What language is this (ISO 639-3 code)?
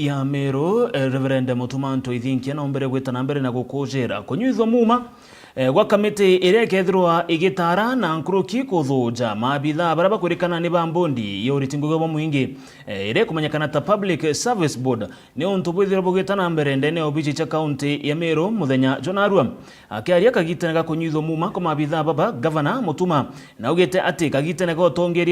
mer